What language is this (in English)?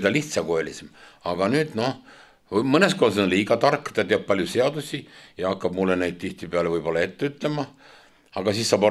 Estonian